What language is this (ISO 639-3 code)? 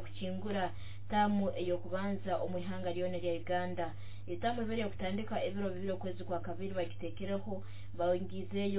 nyo